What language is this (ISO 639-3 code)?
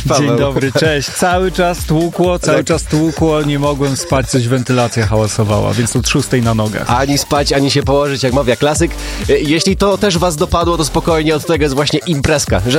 pol